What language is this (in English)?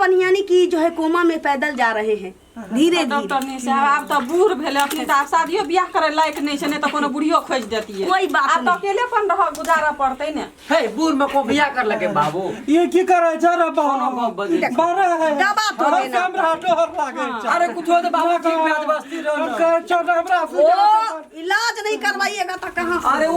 Maithili